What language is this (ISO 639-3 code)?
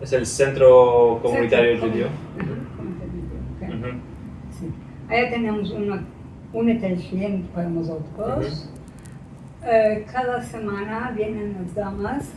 lad